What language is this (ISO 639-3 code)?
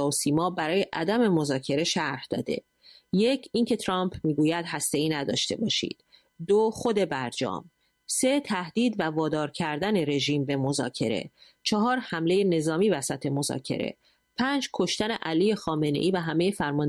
fas